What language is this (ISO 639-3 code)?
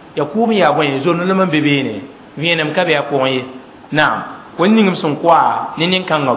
mos